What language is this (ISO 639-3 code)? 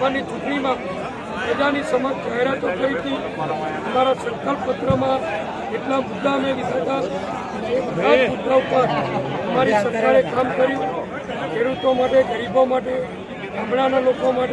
guj